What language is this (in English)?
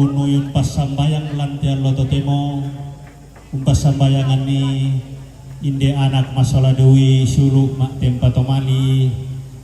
Toraja-Sa'dan